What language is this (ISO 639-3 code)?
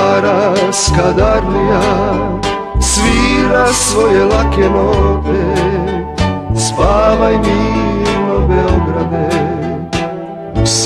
srp